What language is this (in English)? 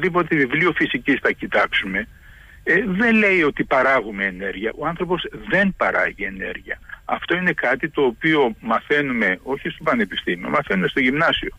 Greek